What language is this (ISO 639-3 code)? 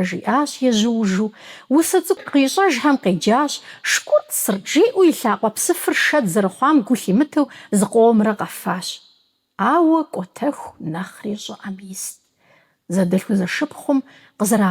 kbd